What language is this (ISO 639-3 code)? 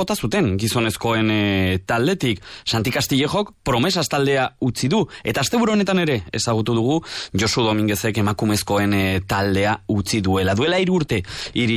eus